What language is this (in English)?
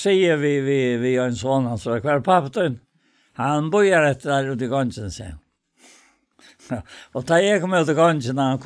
Faroese